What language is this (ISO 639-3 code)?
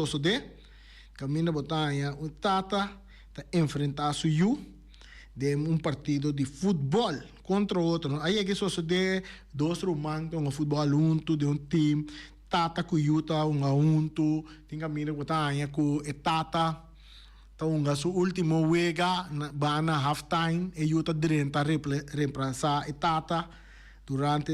pap